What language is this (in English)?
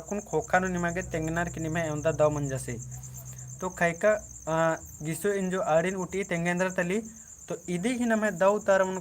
Kurukh